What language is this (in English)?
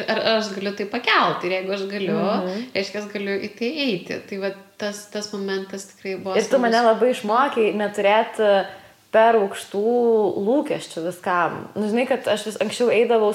Lithuanian